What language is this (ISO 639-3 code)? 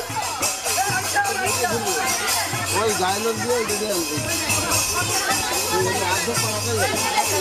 ben